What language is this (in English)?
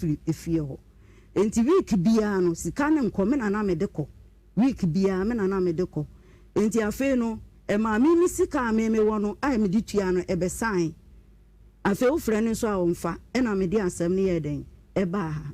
Akan